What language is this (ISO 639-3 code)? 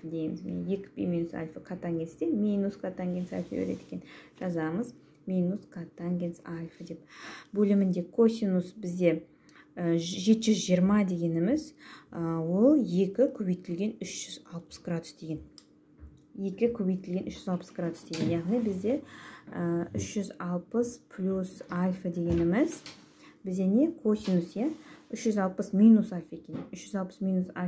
kaz